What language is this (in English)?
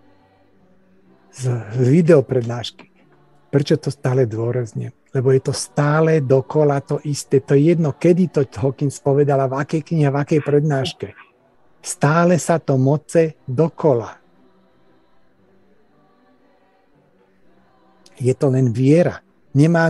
Slovak